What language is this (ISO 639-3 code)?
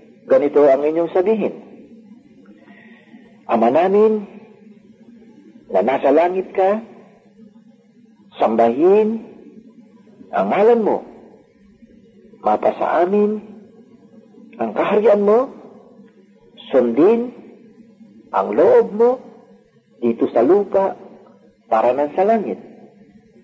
fil